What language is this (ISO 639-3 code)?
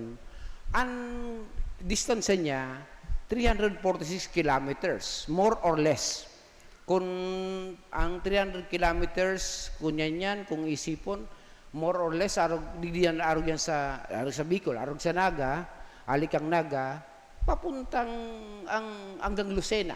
bik